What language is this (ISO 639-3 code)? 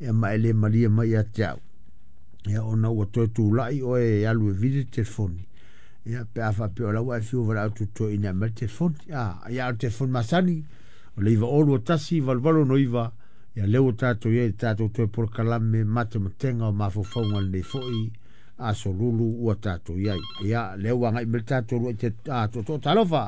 smo